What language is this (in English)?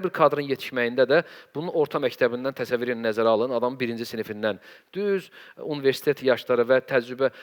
Azerbaijani